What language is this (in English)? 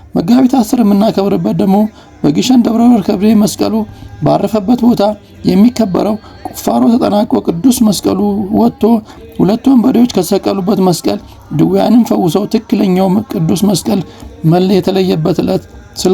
Amharic